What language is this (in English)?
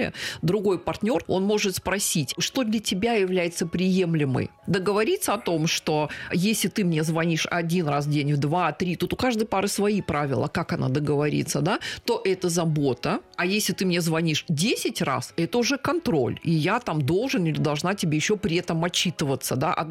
Russian